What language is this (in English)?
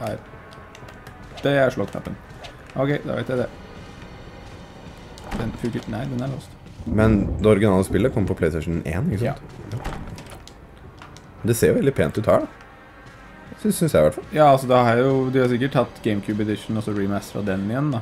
Norwegian